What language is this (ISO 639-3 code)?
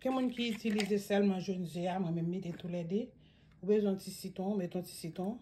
hat